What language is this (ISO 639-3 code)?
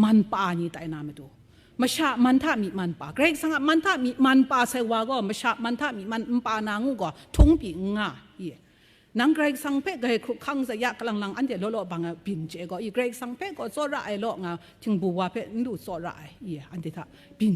kac